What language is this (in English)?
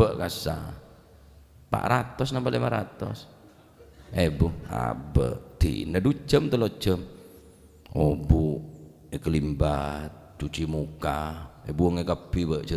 Madurese